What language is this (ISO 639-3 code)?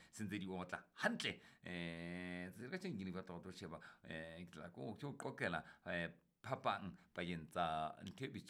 sot